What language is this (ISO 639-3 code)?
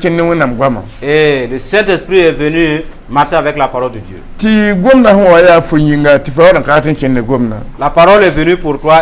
mos